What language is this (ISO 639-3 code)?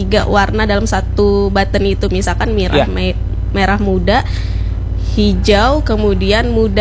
ind